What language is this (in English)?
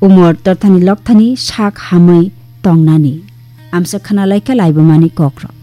Kok Borok